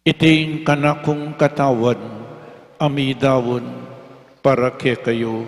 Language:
Pampanga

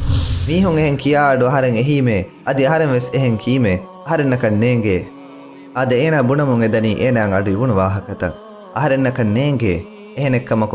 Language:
Divehi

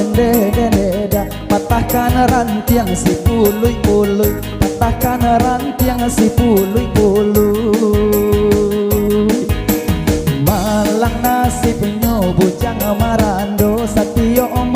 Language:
Minangkabau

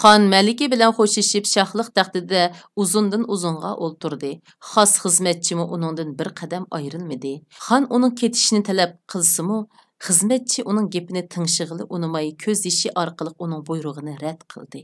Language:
Uyghur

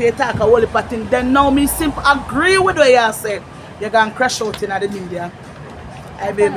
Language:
Jamaican Creole English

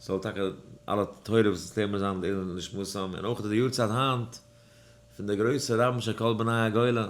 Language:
Yiddish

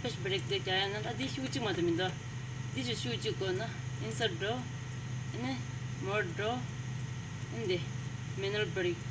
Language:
Tibetan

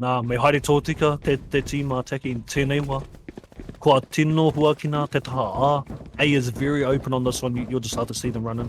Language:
Māori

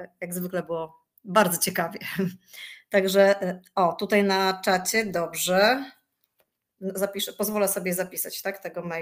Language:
Polish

